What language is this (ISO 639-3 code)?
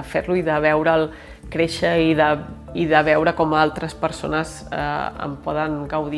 cat